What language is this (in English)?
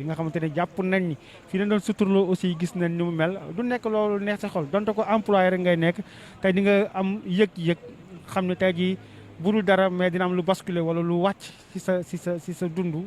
Wolof